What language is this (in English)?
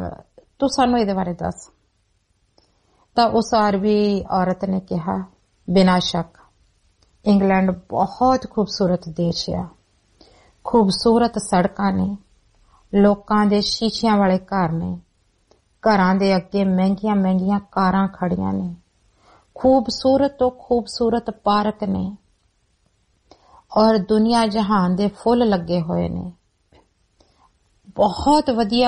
Punjabi